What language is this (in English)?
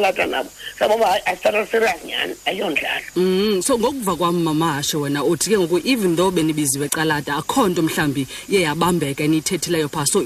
Xhosa